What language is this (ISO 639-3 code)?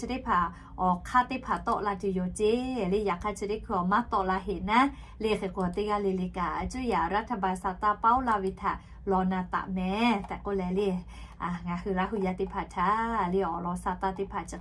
lhu